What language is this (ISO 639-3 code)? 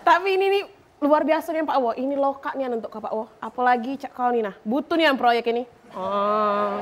mui